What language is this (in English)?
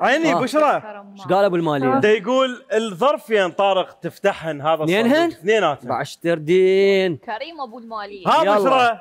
Mesopotamian Arabic